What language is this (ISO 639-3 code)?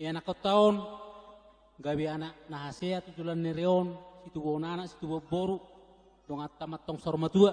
bbc